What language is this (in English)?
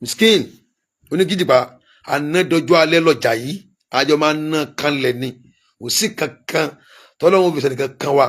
Yoruba